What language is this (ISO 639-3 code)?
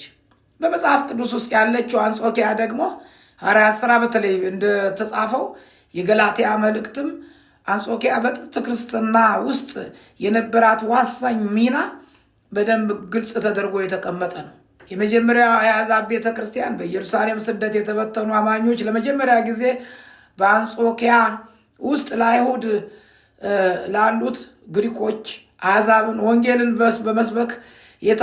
amh